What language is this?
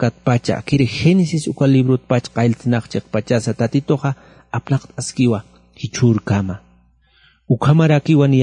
Aymara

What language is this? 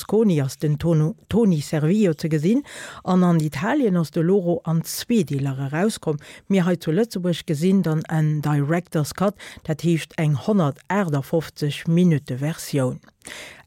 Luxembourgish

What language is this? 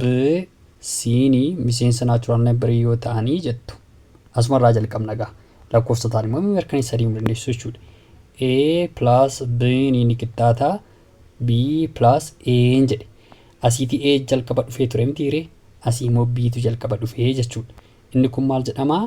Oromo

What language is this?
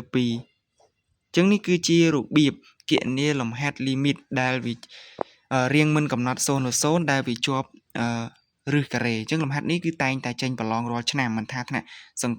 Khmer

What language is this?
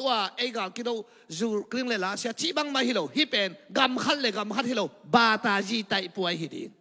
Tedim Chin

